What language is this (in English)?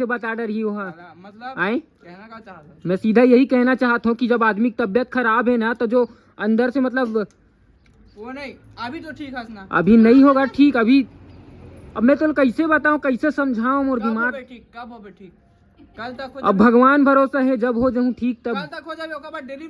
Chhattisgarhi